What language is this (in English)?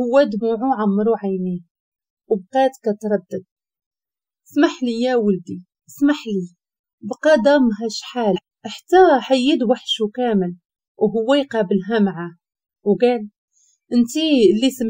Moroccan Arabic